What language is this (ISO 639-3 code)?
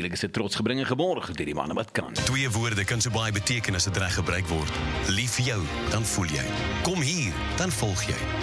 afr